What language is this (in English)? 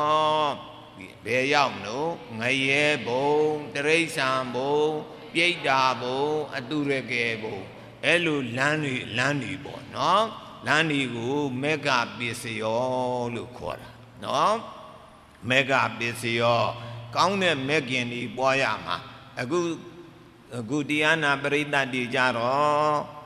Burmese